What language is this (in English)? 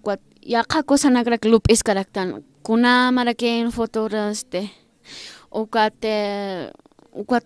Aymara